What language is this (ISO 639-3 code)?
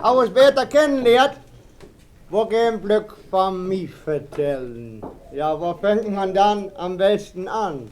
wep